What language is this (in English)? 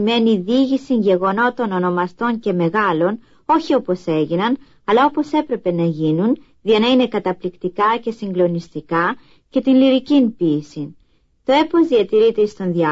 Greek